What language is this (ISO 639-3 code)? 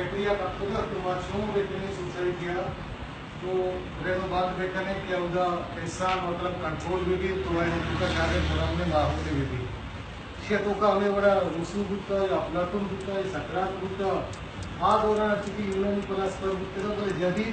bal